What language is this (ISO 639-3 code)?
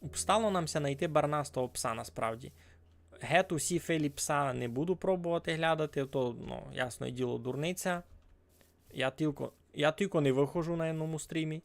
rue